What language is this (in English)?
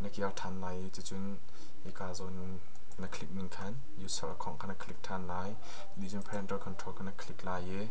Hakha Chin